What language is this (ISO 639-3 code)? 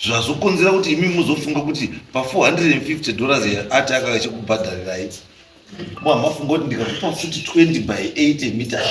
sna